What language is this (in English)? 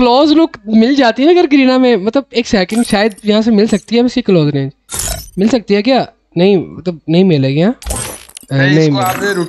Hindi